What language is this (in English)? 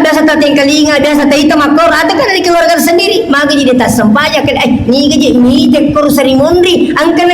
Buginese